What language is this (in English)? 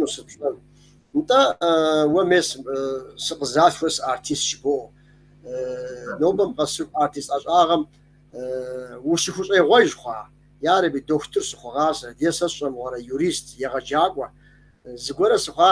Kabardian